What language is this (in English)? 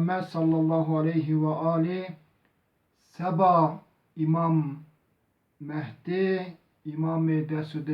Zaza